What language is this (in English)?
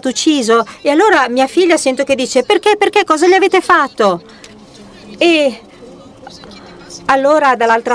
Italian